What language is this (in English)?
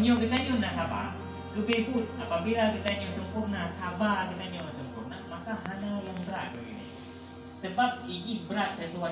Achinese